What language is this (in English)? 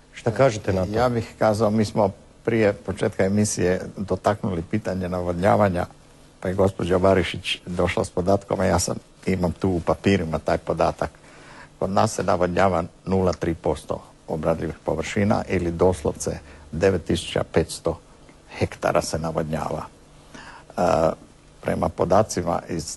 Croatian